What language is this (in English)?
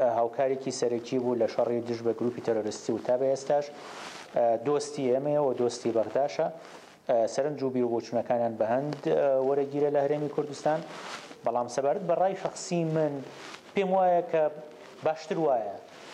Central Kurdish